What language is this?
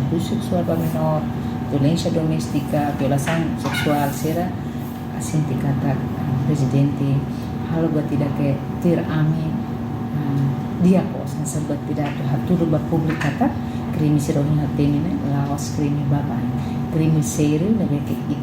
Tetum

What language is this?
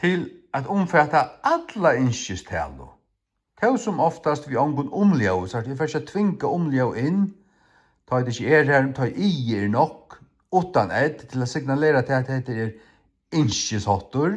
Faroese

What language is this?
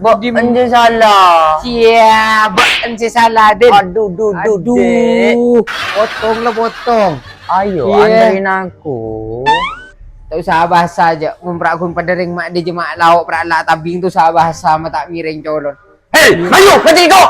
Madurese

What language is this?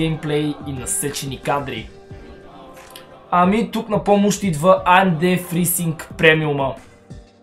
Bulgarian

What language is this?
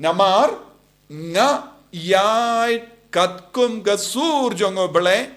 Khasi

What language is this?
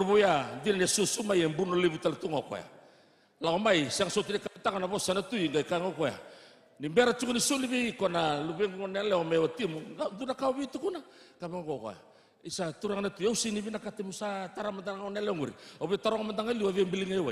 Fijian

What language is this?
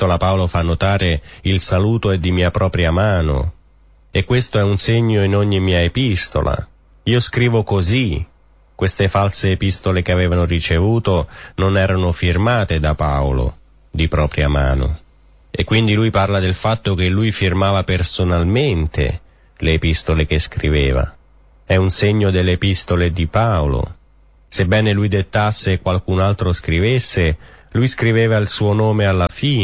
Italian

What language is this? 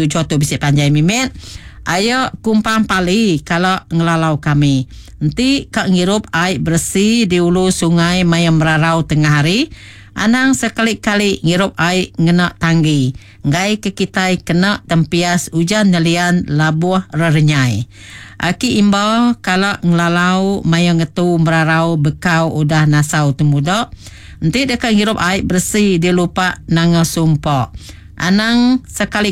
Iban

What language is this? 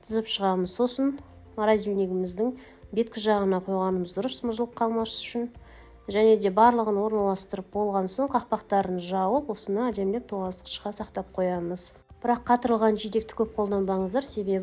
Kazakh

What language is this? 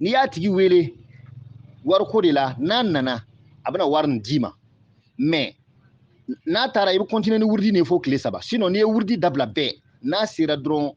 Bambara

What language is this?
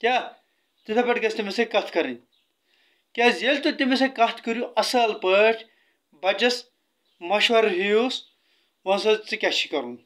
Kashmiri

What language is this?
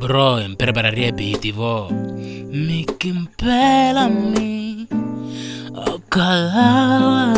Makhuwa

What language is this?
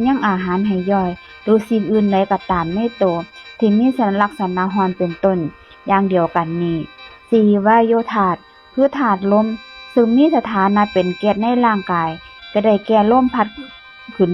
Lao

